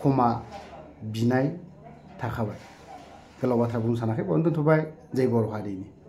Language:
Bodo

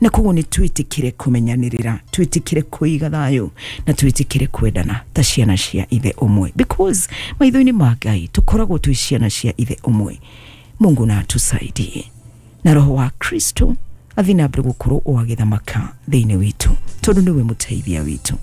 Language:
Kikuyu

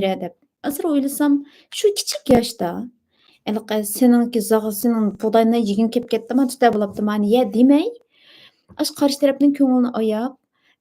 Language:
Uyghur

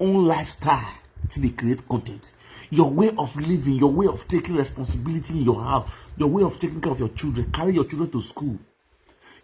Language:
Nigerian Pidgin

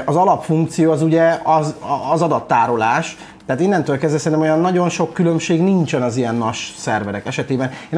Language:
Hungarian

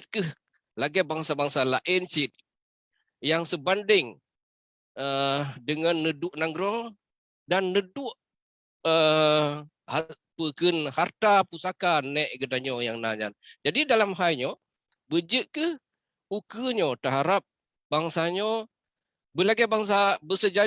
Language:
Achinese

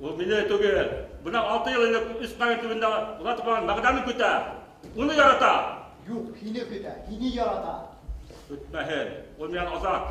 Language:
Bashkir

